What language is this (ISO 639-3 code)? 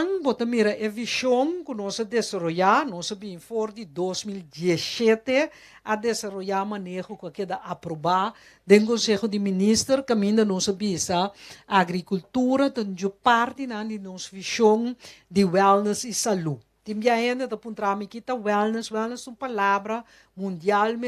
pap